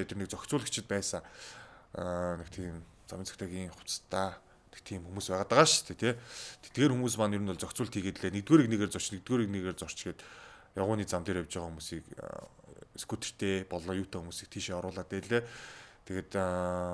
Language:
Mongolian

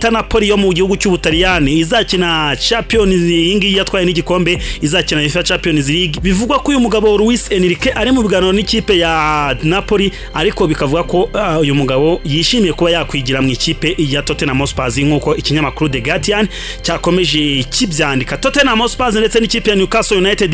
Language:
Kinyarwanda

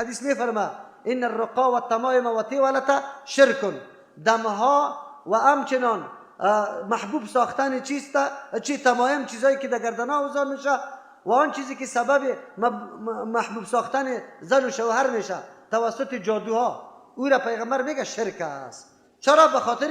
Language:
Persian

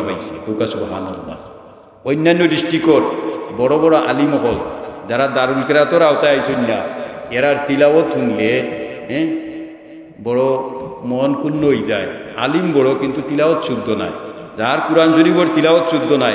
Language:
Sylheti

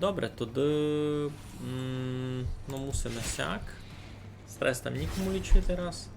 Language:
Rusyn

